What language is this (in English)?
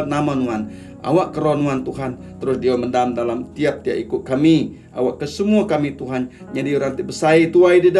Iban